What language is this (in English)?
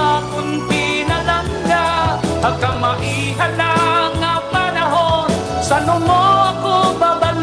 Waray